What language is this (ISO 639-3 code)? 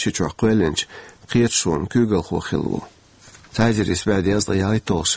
che